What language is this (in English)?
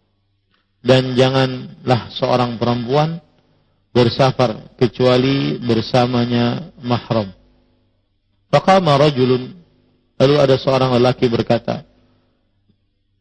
Indonesian